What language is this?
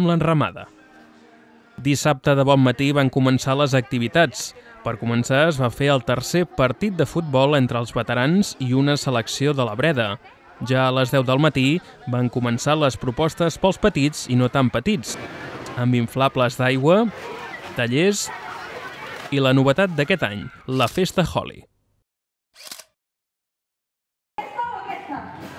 Catalan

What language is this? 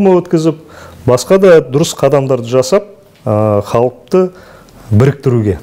Kazakh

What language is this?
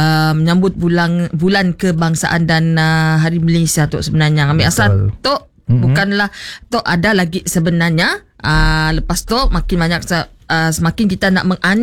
Malay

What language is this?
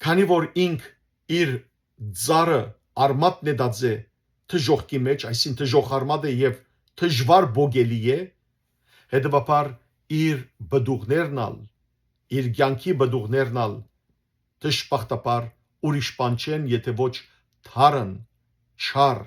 Western Armenian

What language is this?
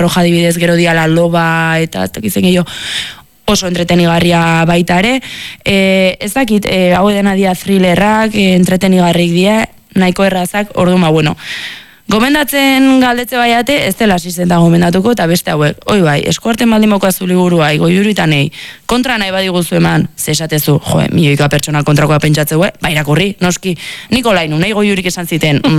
Basque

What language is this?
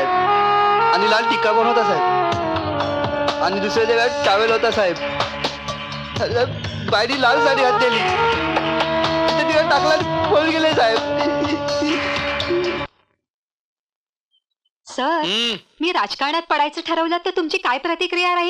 Marathi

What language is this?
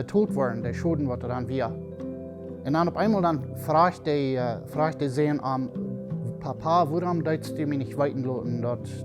Plautdietsch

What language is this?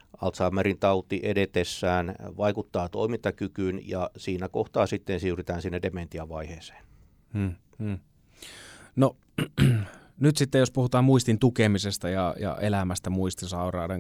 Finnish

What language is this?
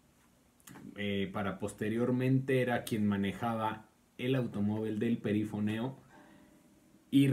Spanish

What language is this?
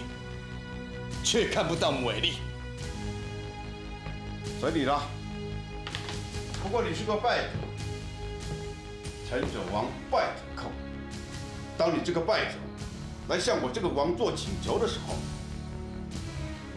Chinese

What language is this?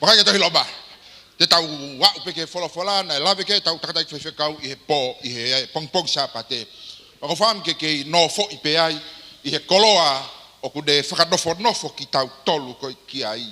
Tongan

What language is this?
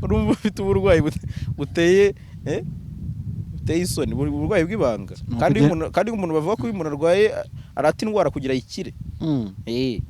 Kinyarwanda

